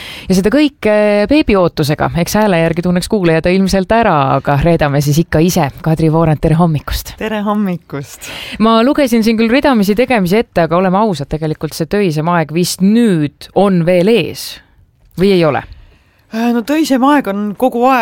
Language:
Estonian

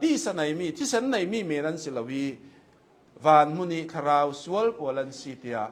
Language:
Hakha Chin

